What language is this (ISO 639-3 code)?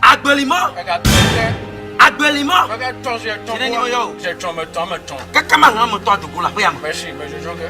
ewe